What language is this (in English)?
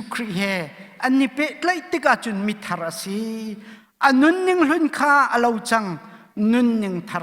Hakha Chin